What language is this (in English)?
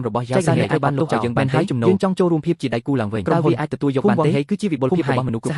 Khmer